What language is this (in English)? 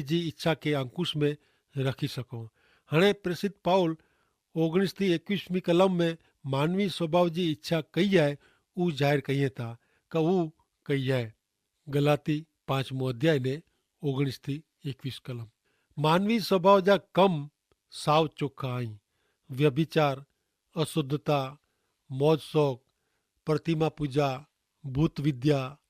Kachhi